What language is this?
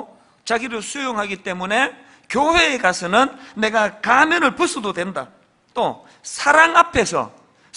Korean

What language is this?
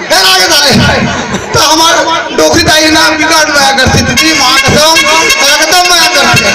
Chhattisgarhi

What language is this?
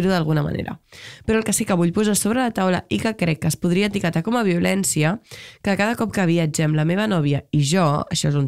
Catalan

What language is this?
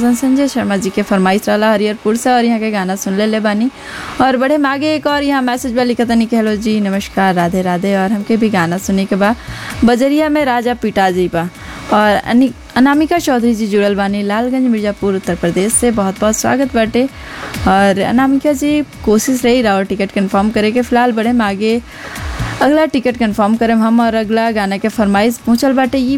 Bhojpuri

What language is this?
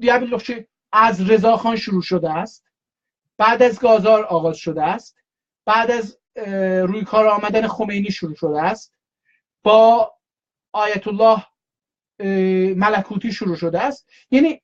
South Azerbaijani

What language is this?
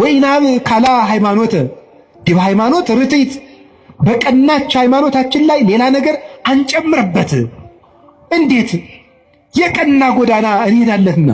Amharic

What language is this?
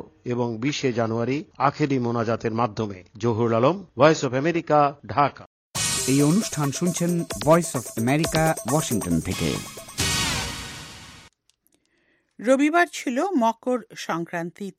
Bangla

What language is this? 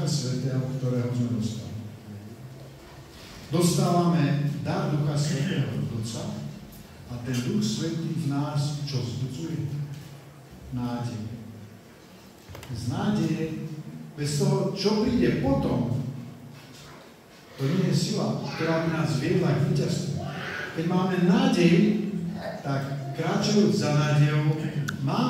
Slovak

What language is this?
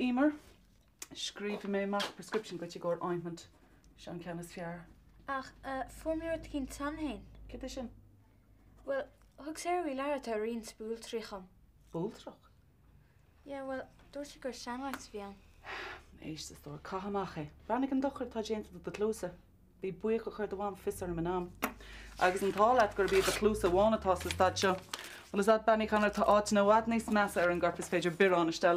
Irish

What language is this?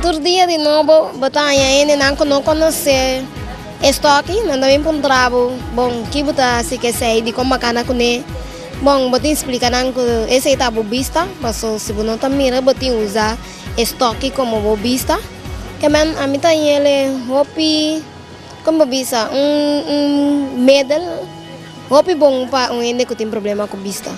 Papiamento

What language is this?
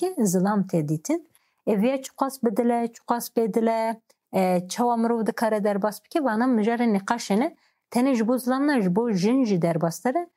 Kurdish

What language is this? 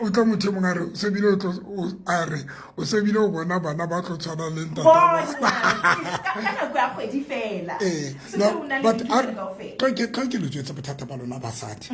Southern Sotho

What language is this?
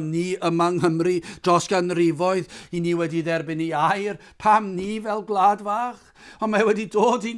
Welsh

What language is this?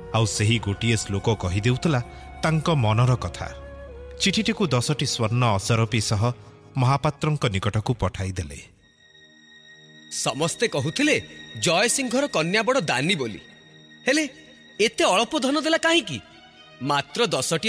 Odia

